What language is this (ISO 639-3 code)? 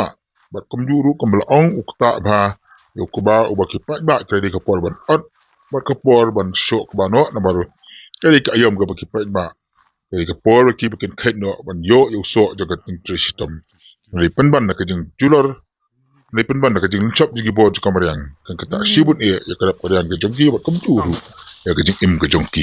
kha